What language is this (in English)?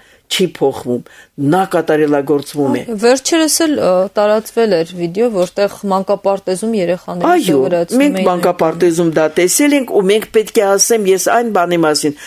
Armenian